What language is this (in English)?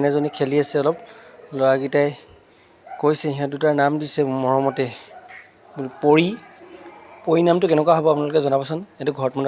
Assamese